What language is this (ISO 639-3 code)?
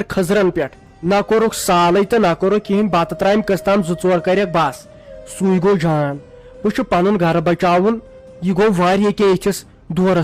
kas